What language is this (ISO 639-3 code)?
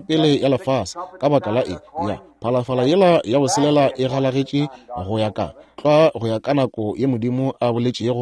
nso